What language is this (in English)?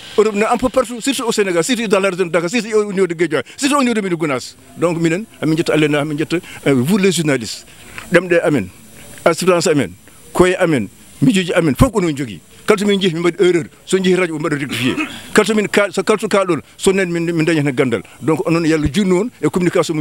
Fula